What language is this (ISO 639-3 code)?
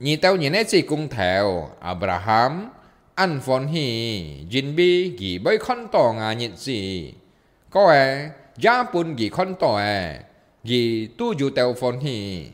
hak